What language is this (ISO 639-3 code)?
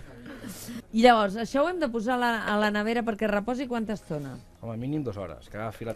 cat